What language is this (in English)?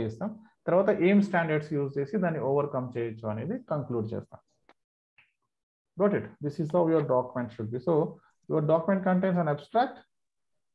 Telugu